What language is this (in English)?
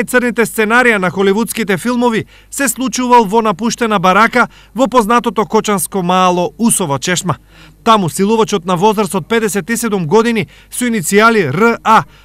Macedonian